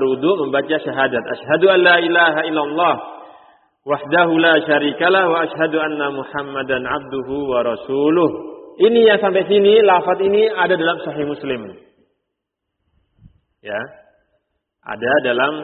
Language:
Indonesian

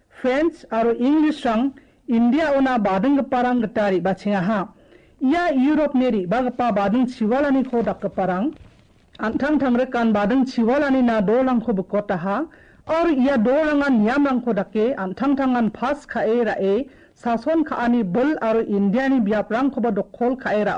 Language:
Garo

